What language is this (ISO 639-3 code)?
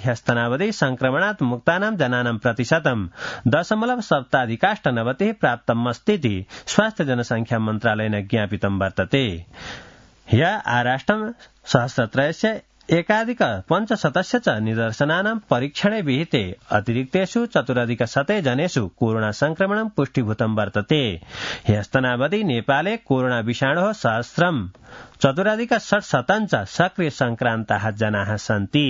san